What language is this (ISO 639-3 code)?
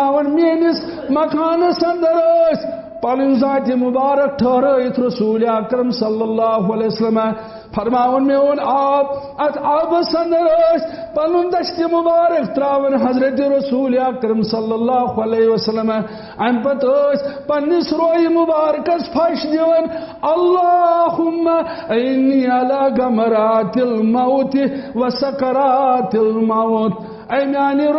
kas